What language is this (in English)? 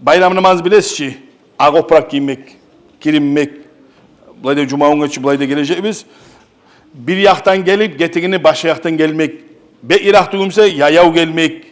Kumyk